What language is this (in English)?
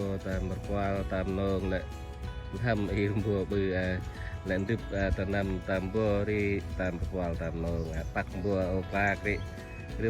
Central Mnong